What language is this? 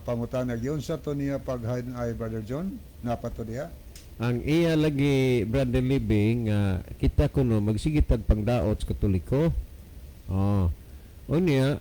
Cebuano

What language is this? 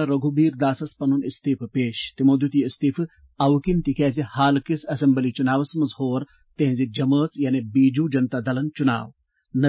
Kashmiri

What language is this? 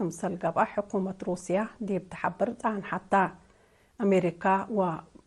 Tigre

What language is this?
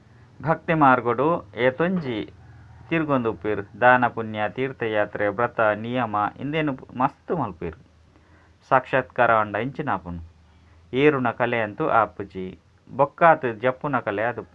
Tulu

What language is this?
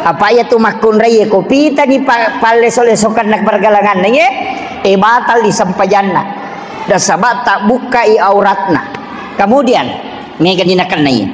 Buginese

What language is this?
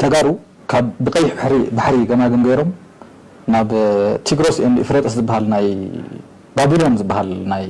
Tigrinya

